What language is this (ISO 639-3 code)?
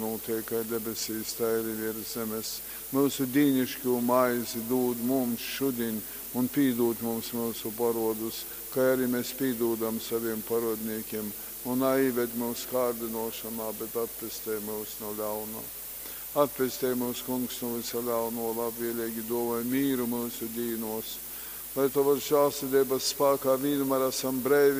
ltg